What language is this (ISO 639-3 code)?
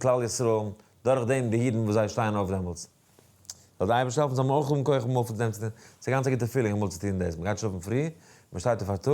yid